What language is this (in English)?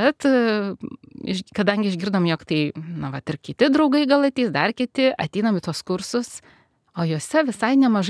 Lithuanian